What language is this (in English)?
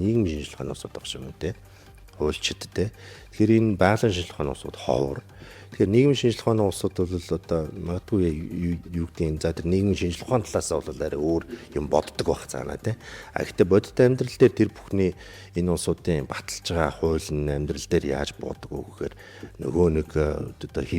Mongolian